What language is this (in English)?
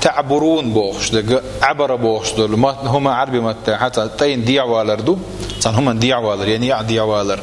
Chechen